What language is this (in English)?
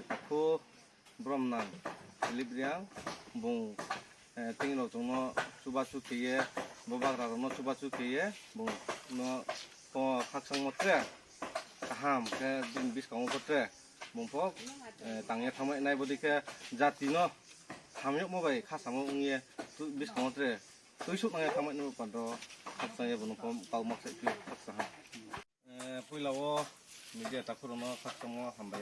Kok Borok